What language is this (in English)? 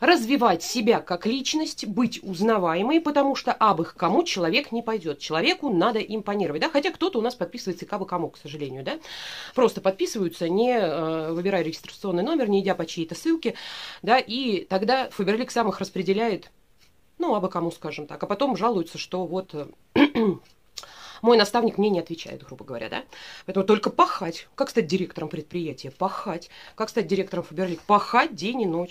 Russian